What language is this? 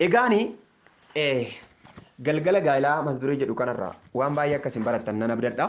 Oromo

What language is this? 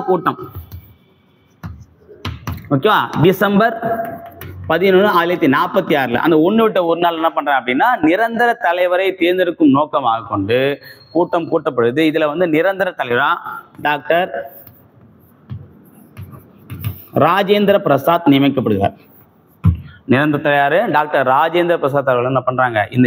Tamil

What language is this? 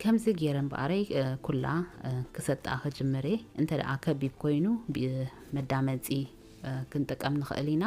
Tigrinya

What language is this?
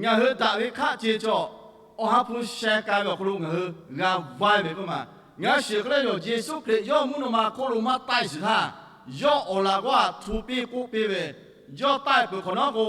Lahu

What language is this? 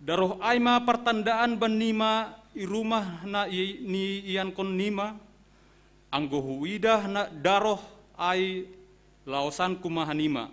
Batak Simalungun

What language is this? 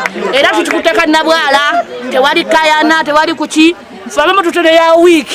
Ganda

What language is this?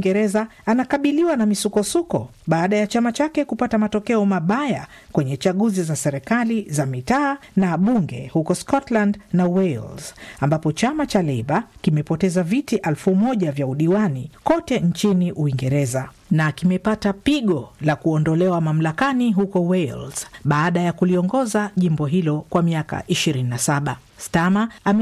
Swahili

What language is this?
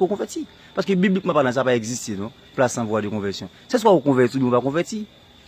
Haitian Creole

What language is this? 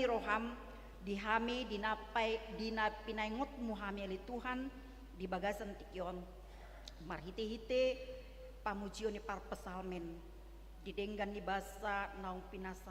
Batak Toba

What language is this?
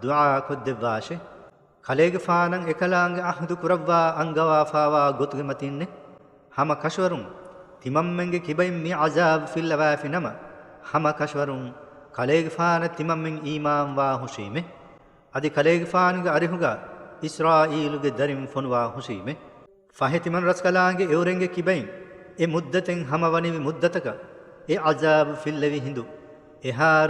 Divehi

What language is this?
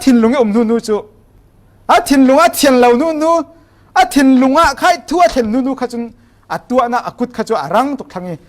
Falam Chin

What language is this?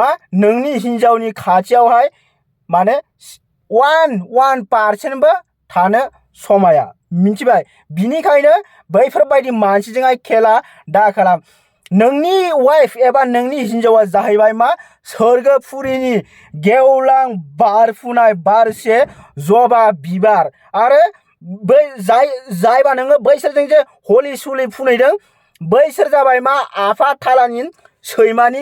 Bodo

